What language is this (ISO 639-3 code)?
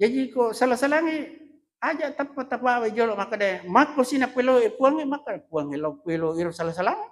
bug